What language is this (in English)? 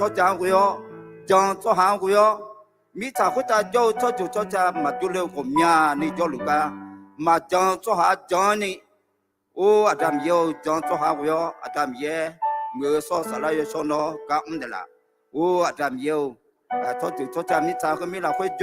Akha